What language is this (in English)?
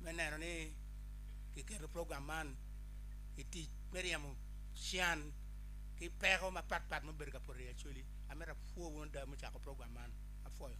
Acoli